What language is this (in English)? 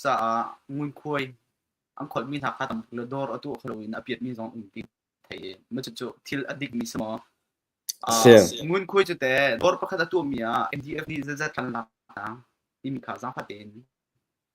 Hakha Chin